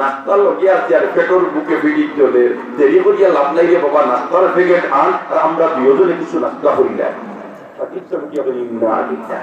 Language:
Sylheti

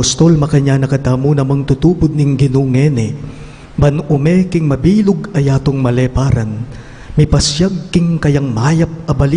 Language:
Pampanga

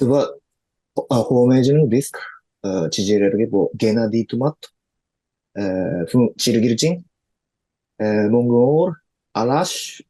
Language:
Tuvinian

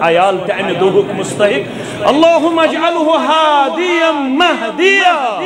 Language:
Kashmiri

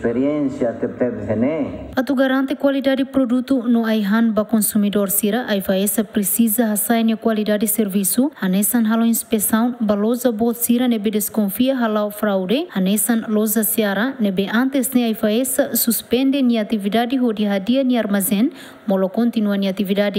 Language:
Tetum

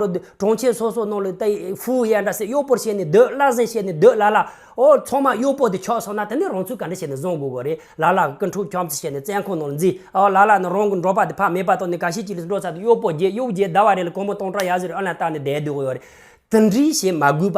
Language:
Tibetan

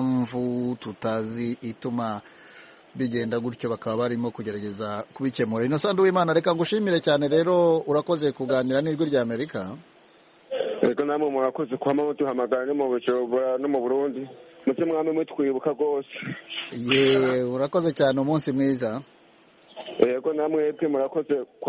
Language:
Kinyarwanda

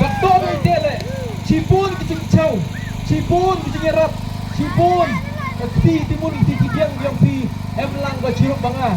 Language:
Khasi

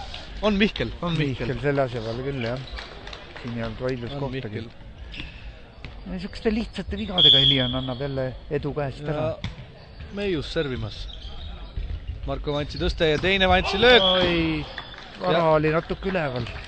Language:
Estonian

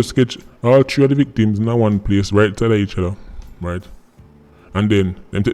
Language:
Jamaican Creole English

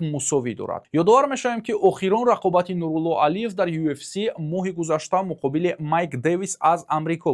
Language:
Tajik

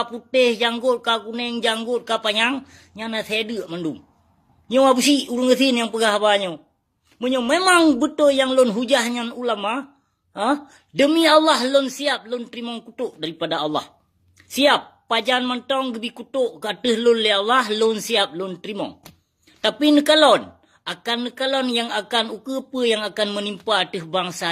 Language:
Achinese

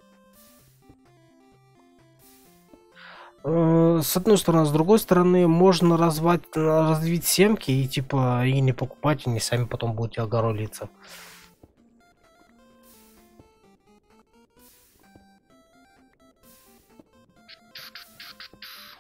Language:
Russian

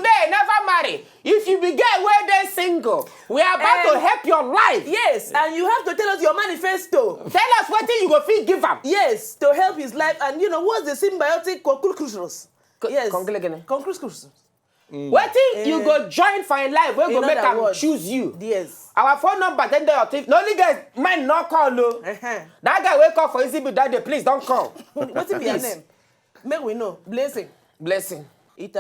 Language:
Nigerian Pidgin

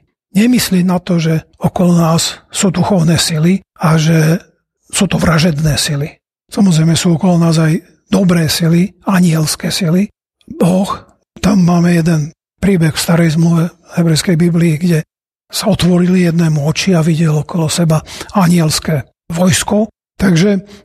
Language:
Slovak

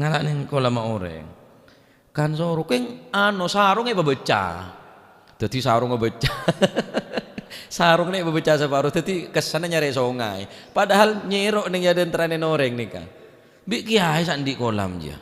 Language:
Madurese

